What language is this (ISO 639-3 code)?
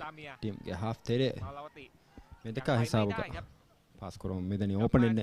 div